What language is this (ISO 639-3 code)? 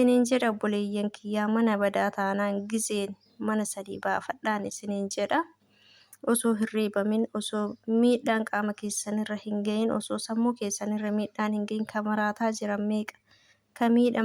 orm